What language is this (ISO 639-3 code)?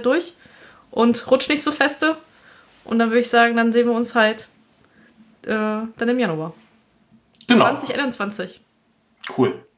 deu